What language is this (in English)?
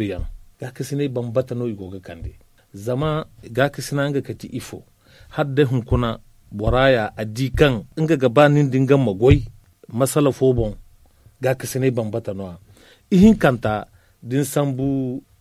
Zarma